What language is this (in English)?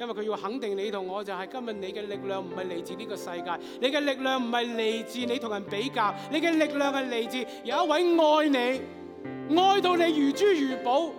Cantonese